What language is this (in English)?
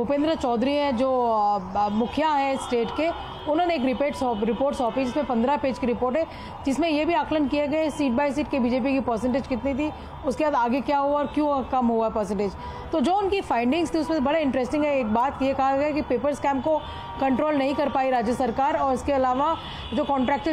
Hindi